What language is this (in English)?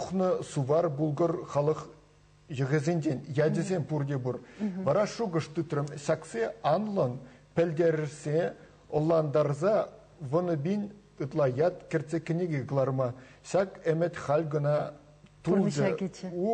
Chuvash